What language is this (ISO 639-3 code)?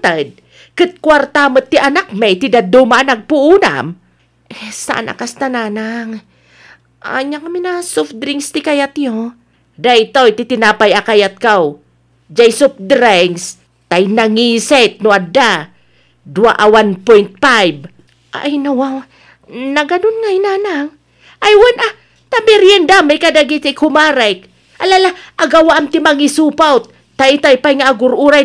ilo